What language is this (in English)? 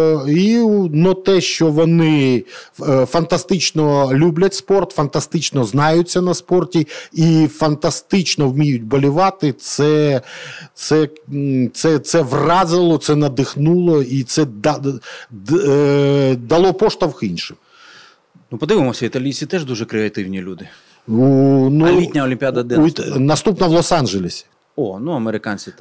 Ukrainian